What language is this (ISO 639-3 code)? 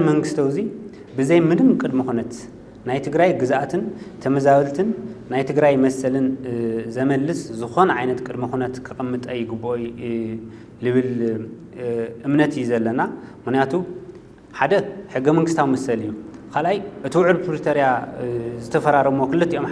tir